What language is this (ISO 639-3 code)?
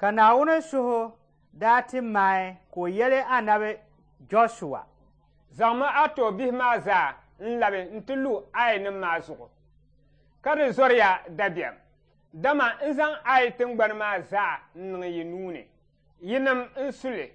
dag